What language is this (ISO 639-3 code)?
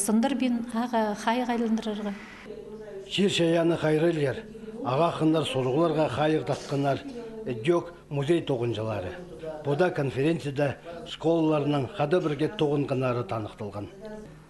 kjh